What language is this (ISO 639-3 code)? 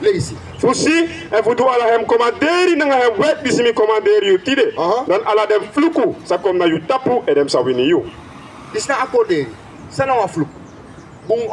srn